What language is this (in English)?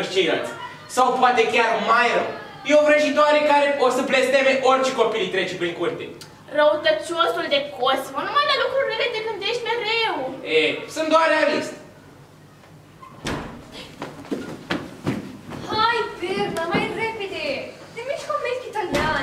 Romanian